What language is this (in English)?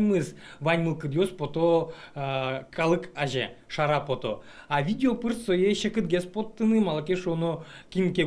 Udmurt